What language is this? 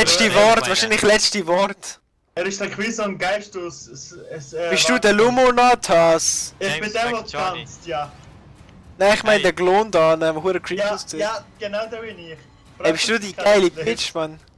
Swiss German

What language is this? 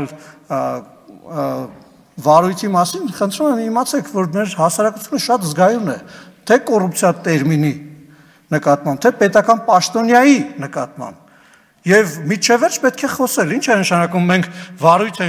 Armenian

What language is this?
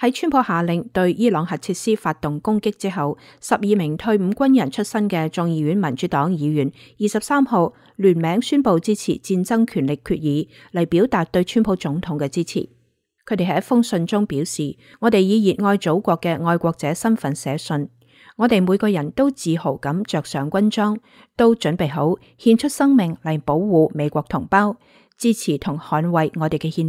Cantonese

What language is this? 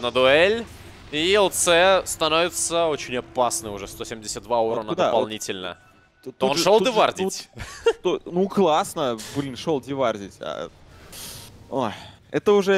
Russian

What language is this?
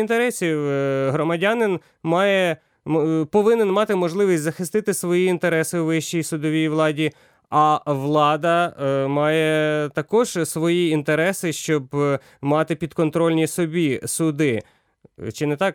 Ukrainian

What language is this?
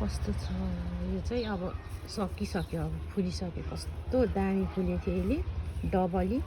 Nepali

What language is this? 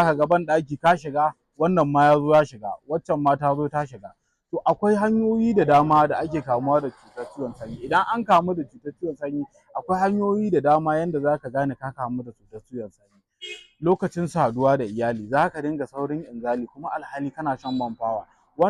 Hausa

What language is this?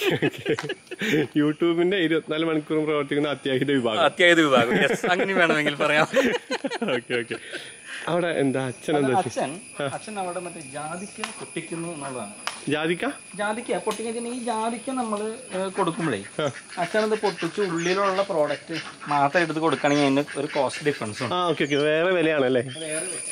Malayalam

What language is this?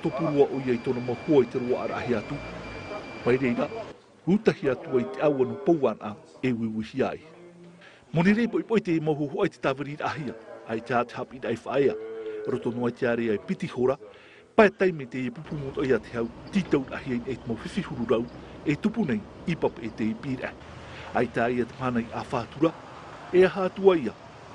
Tahitian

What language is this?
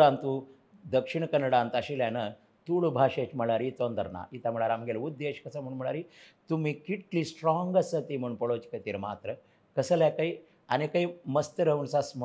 Konkani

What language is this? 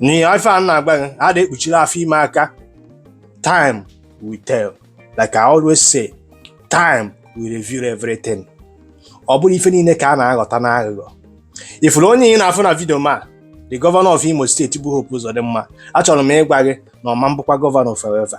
Igbo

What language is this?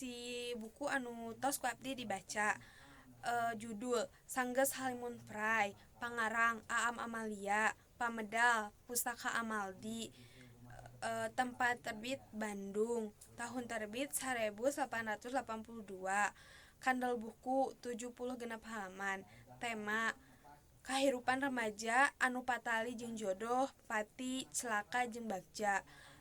Sundanese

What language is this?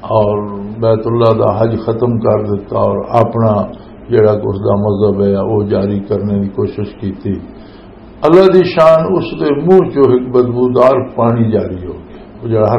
Western Panjabi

